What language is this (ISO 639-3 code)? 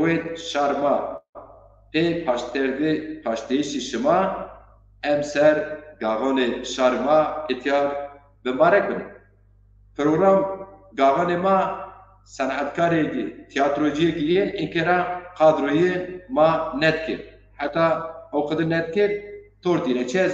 zza